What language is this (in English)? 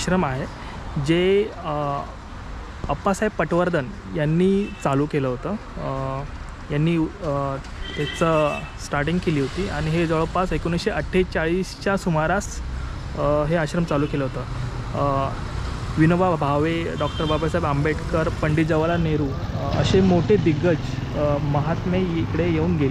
Marathi